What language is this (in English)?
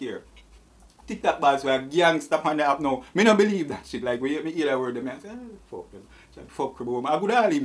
Jamaican Creole English